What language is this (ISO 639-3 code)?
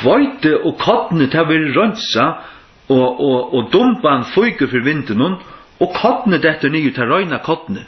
fao